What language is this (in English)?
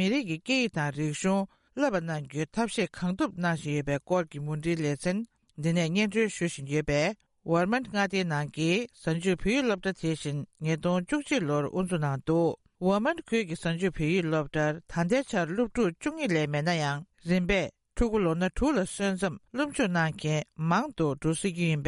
Tibetan